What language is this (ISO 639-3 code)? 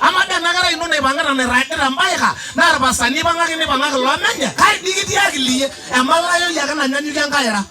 mas